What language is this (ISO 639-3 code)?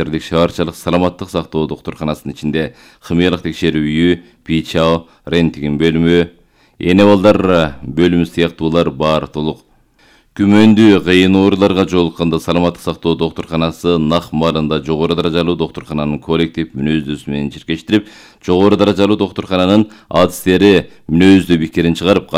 kir